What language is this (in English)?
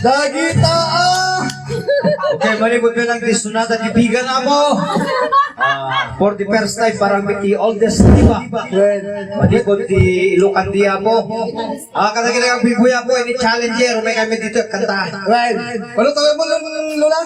Iloko